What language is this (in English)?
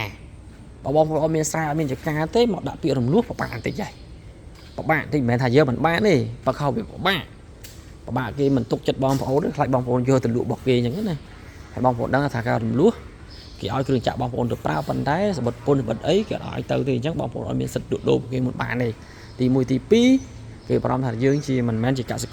Khmer